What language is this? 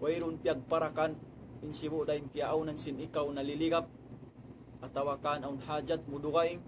Tausug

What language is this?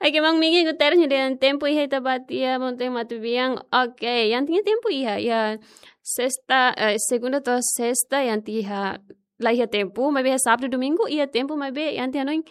Tetum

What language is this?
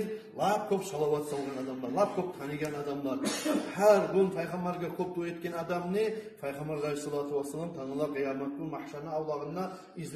Kumyk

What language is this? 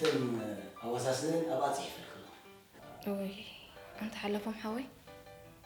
Tigrinya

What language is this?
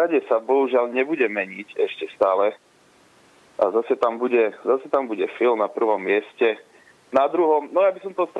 Slovak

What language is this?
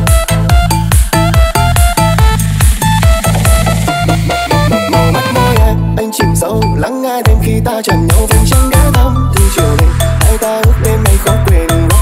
Vietnamese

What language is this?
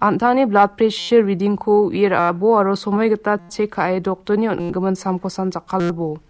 Garo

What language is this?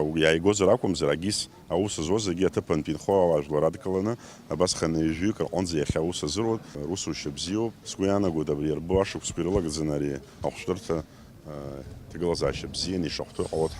Abkhazian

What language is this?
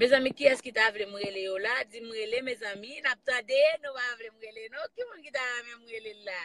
Haitian Creole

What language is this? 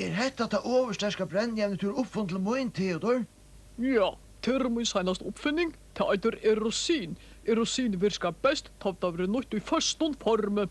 Faroese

